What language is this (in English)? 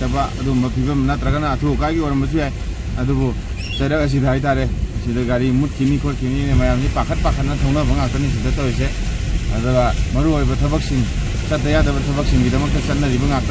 Manipuri